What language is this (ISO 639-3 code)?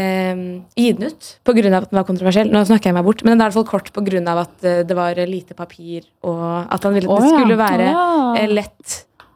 nor